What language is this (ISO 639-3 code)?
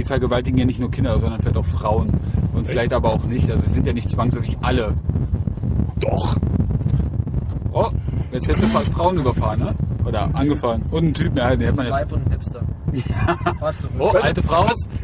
deu